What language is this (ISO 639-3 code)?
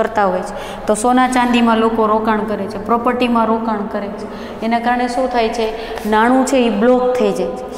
guj